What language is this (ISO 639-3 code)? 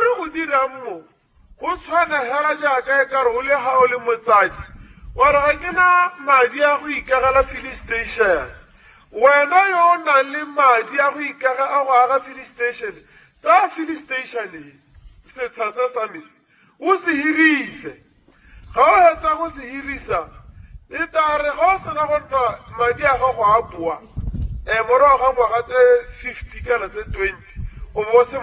tsn